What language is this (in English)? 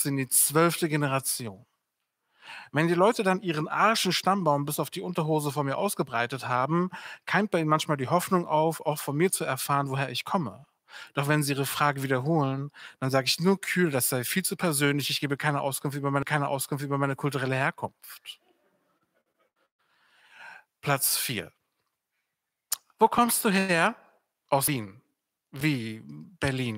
German